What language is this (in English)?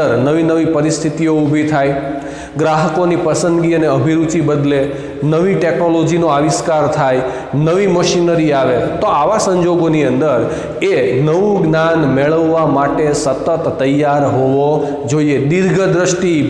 Gujarati